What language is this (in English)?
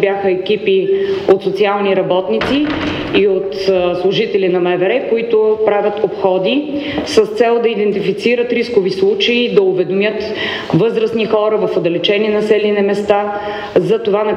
Bulgarian